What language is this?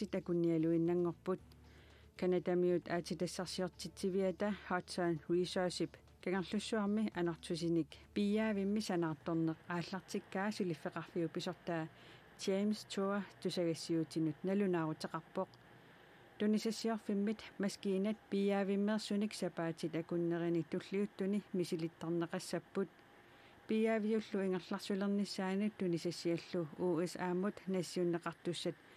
Kalaallisut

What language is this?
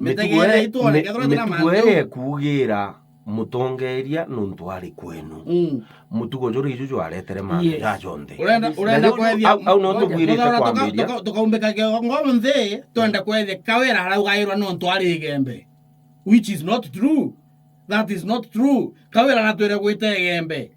Meru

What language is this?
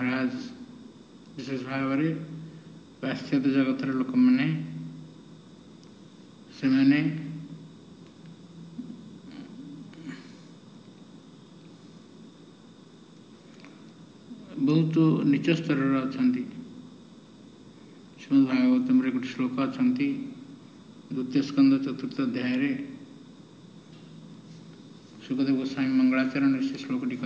Odia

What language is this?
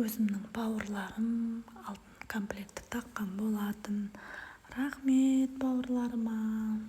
Kazakh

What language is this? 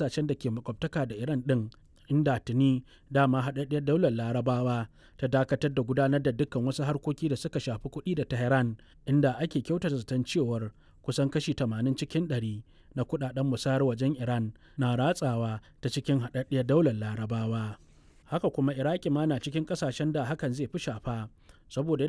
Hausa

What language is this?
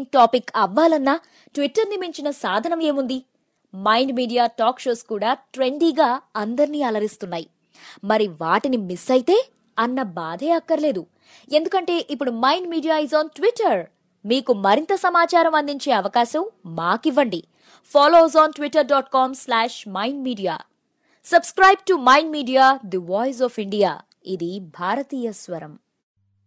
Telugu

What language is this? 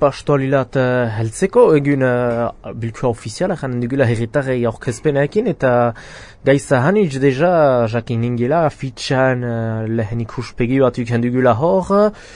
Basque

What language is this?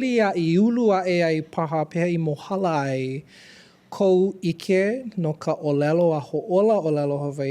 Hawaiian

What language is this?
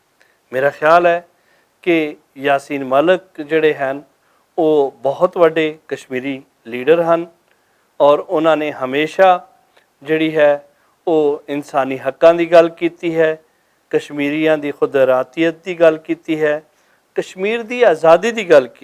Western Panjabi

